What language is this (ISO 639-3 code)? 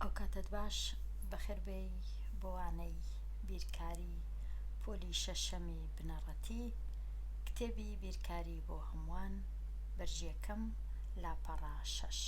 ckb